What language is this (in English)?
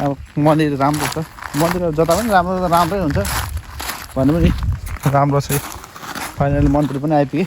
Nepali